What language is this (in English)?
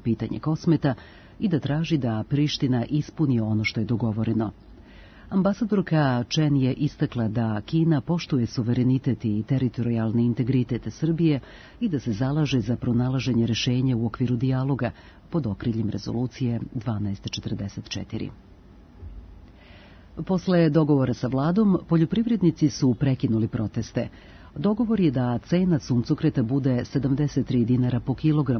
Serbian